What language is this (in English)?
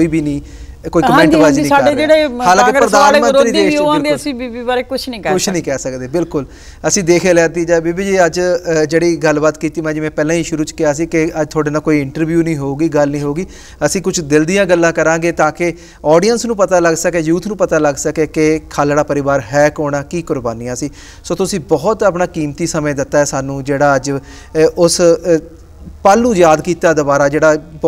Punjabi